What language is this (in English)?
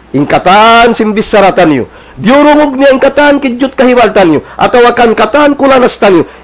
Tausug